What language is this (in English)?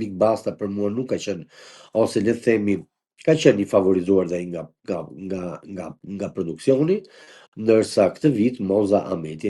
Albanian